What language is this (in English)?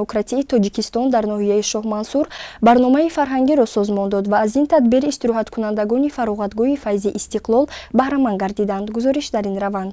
Tajik